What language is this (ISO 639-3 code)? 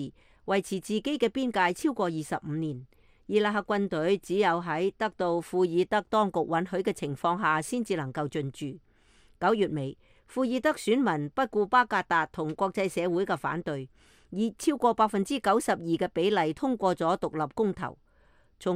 yue